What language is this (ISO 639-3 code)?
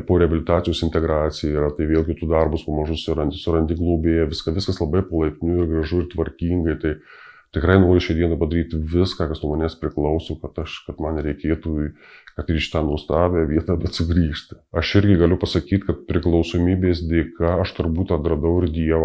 lit